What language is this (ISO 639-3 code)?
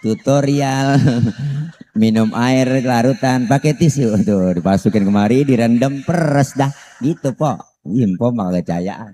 bew